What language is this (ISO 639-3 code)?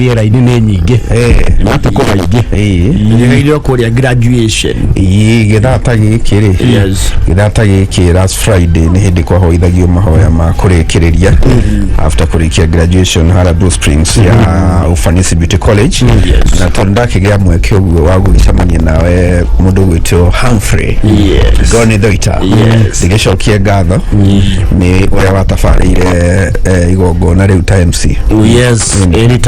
kik